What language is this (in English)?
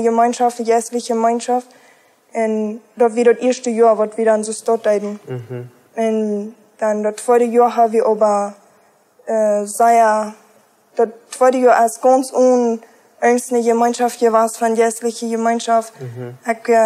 Plautdietsch